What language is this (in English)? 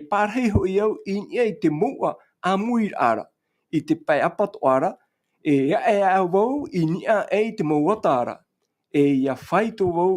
Tahitian